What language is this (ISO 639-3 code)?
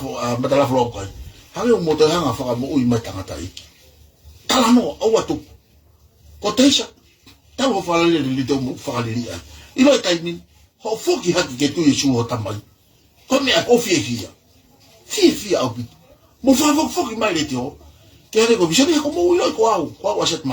ton